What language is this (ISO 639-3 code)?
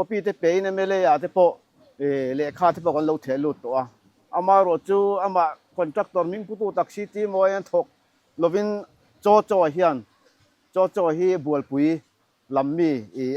lus